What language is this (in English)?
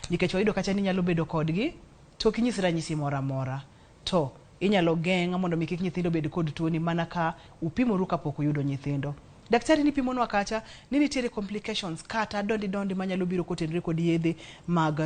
Luo (Kenya and Tanzania)